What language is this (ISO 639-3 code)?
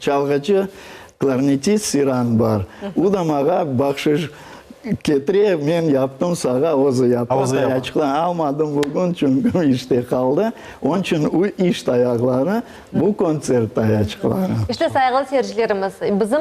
crh